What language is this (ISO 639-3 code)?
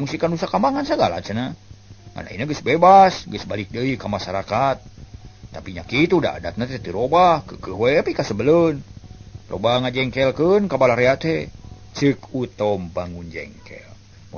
sun